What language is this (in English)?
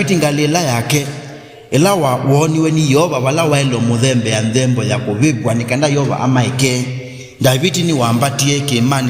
Kamba